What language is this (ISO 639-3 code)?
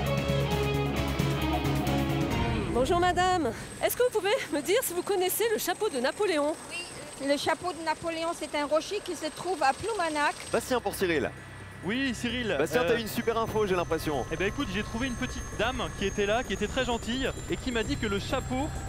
fra